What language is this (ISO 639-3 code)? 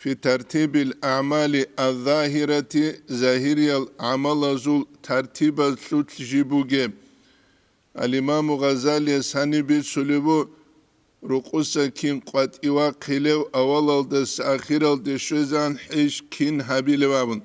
ava